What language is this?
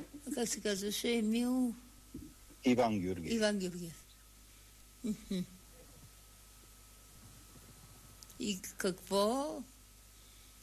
Bulgarian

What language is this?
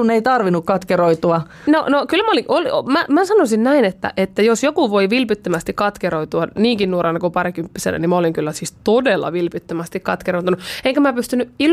Finnish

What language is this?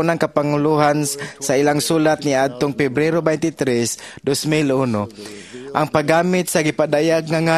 Cebuano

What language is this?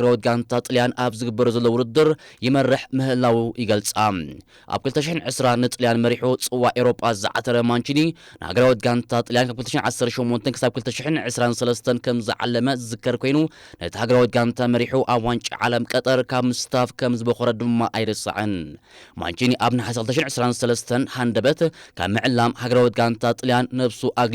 Tigrinya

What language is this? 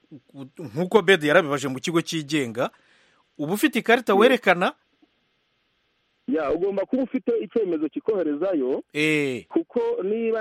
Kinyarwanda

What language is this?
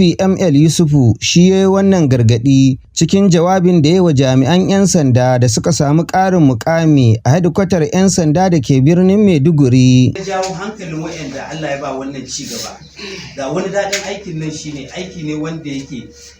Hausa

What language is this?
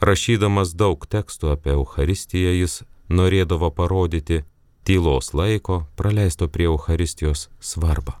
Lithuanian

